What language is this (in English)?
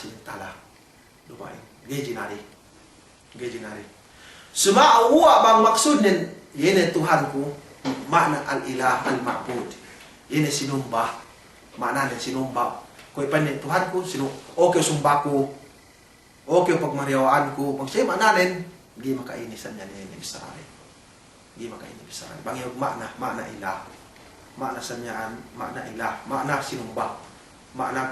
Yakan